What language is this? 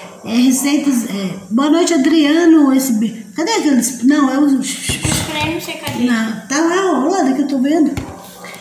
Portuguese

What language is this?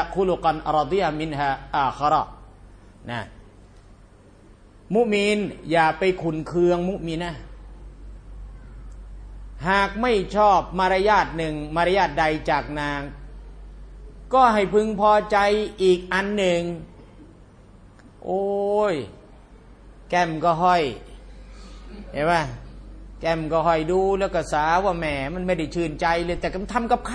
Thai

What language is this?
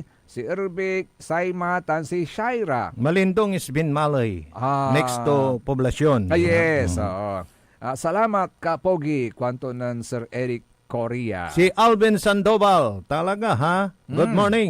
Pangasinan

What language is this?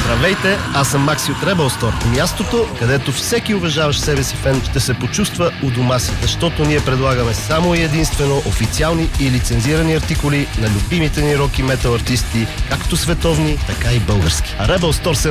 Bulgarian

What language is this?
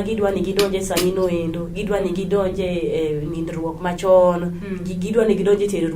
Luo (Kenya and Tanzania)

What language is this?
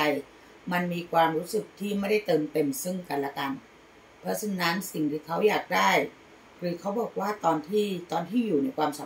Thai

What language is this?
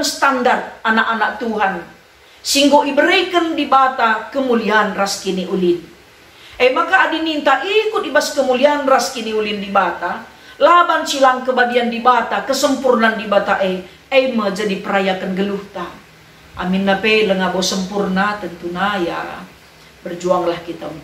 Batak Karo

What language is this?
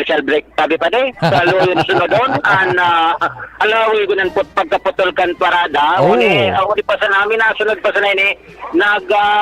Bikol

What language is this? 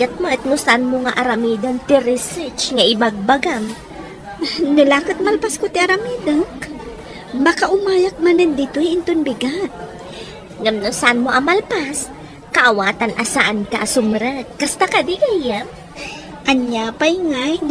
Iloko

